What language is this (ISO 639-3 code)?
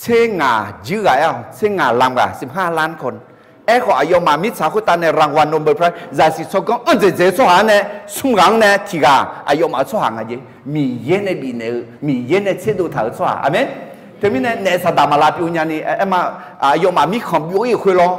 ahk